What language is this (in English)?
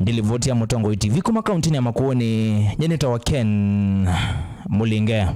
Kamba